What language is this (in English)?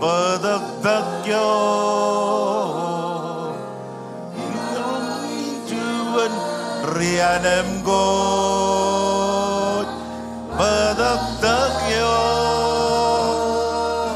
Marshallese